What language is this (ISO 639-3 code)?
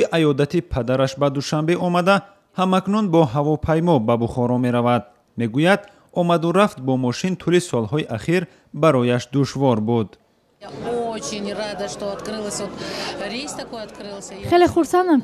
tgk